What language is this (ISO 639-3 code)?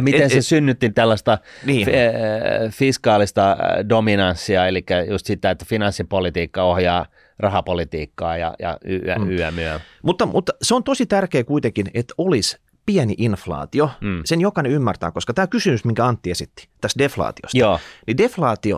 fin